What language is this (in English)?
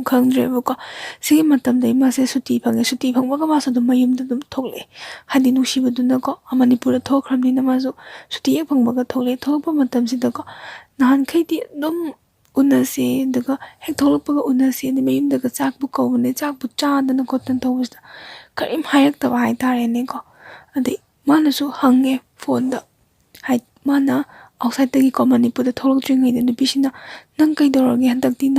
Manipuri